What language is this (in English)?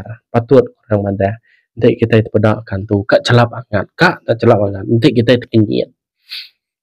Iban